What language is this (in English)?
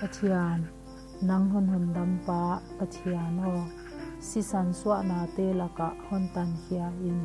Paite Chin